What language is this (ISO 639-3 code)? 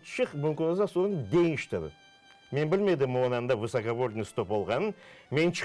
crh